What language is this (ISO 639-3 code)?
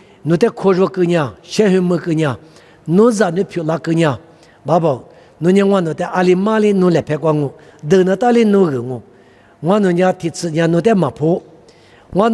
lis